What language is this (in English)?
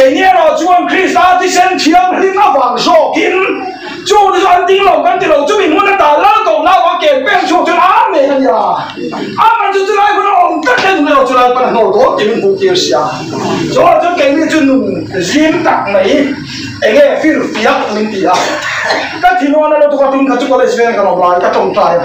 Mizo